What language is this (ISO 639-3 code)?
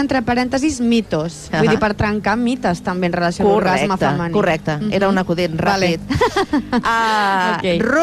cat